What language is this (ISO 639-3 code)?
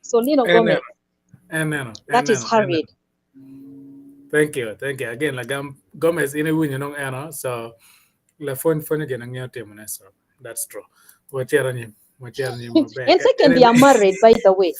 ach